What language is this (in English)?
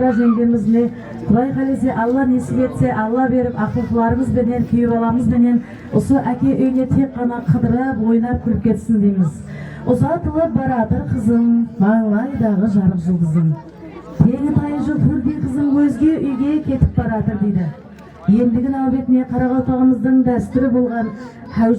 Kara-Kalpak